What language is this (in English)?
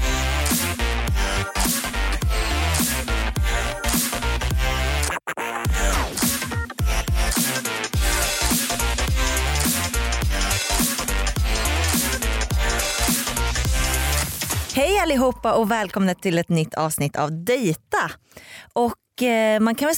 Swedish